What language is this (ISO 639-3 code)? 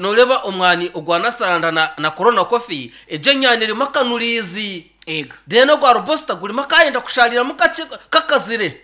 nyn